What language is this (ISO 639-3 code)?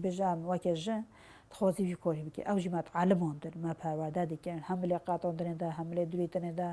kur